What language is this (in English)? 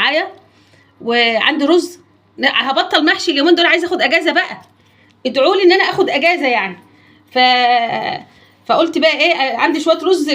Egyptian Arabic